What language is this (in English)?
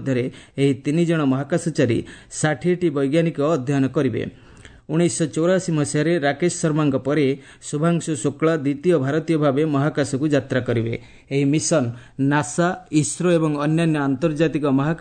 Odia